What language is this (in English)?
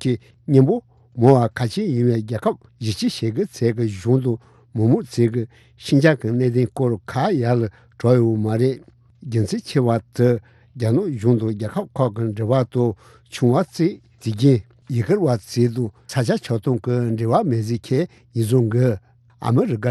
Tibetan